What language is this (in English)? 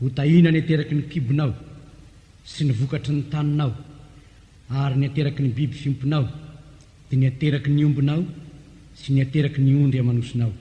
Malagasy